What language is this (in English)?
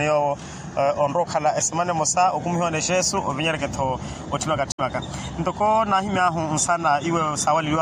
Makhuwa